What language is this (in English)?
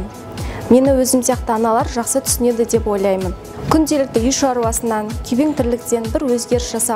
Kazakh